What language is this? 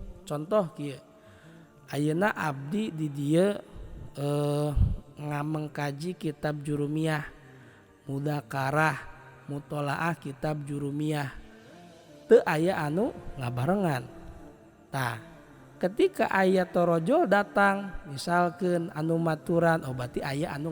Sundanese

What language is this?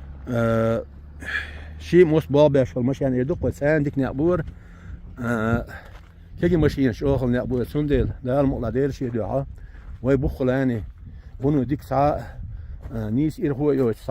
Chechen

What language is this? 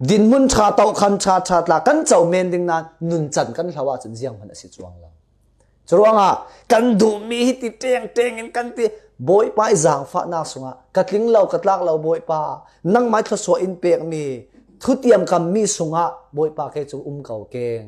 Falam Chin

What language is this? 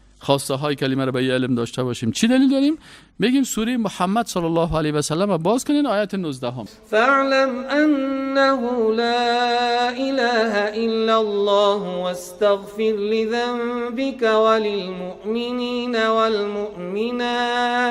Persian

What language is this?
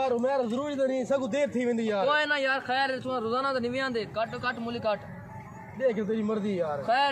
Saraiki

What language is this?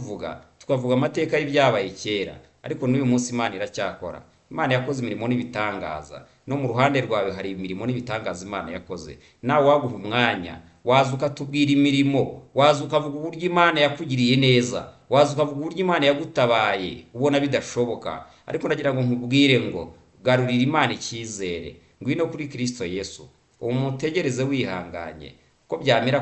Kinyarwanda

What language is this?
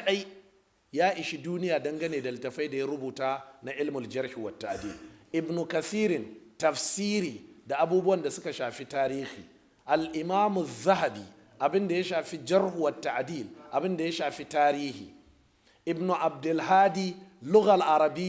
Hausa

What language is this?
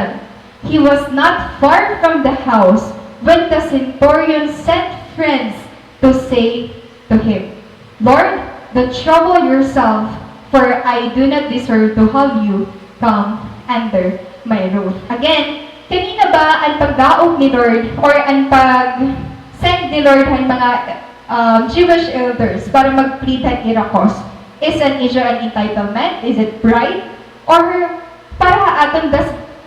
Waray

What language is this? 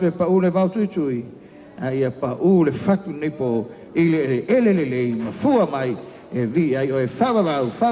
Samoan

